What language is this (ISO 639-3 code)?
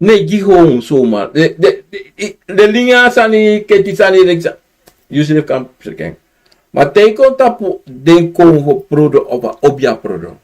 srn